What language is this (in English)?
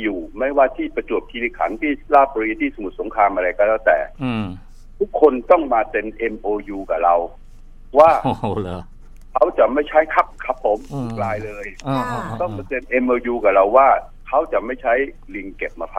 Thai